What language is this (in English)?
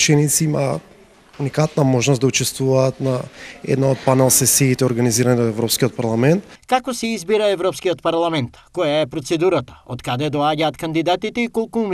Macedonian